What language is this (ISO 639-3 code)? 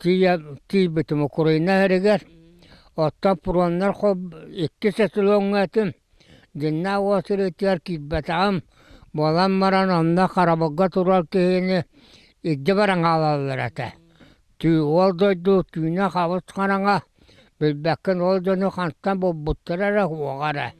sah